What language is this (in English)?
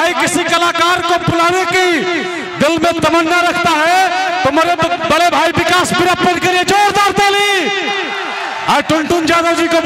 Bhojpuri